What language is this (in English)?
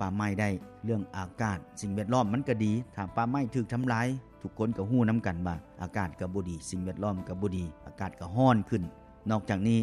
Lao